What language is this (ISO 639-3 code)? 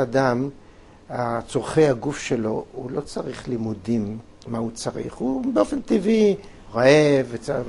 heb